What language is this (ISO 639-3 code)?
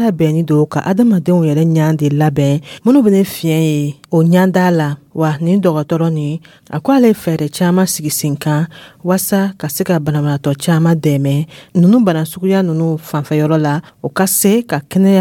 dyu